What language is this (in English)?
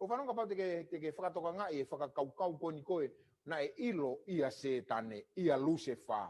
Tongan